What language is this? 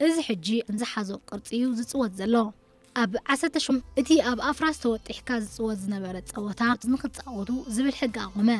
Tigrinya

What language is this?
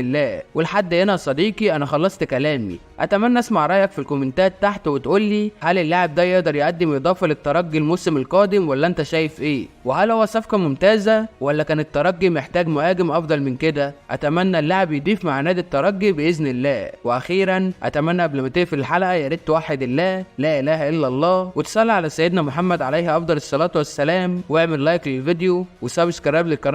Egyptian Arabic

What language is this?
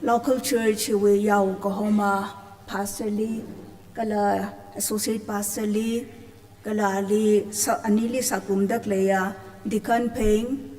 Tangkhul Naga (India)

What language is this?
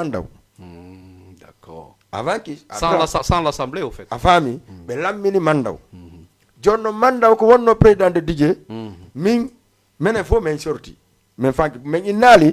Fula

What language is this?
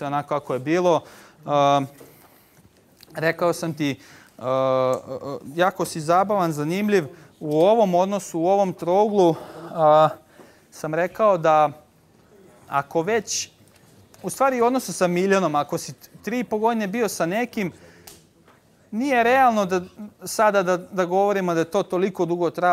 Serbian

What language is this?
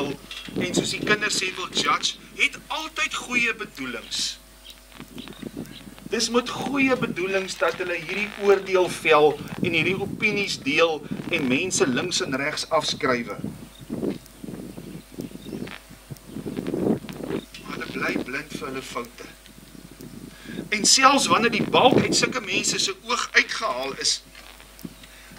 Afrikaans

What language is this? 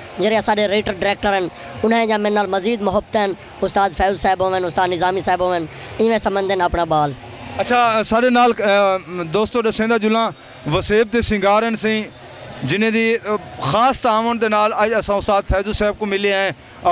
Saraiki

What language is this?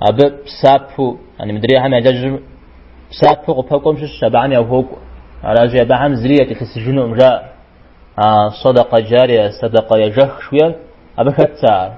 Kabardian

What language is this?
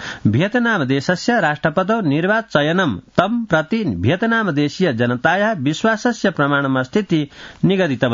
Sanskrit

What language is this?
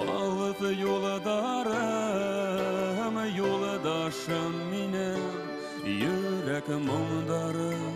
Bashkir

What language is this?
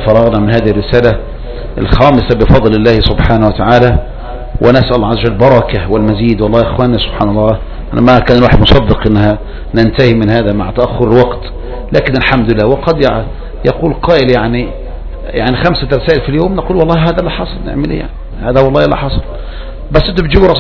Arabic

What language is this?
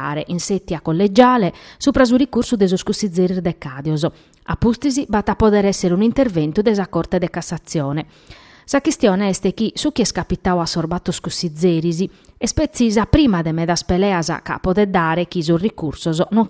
Sardinian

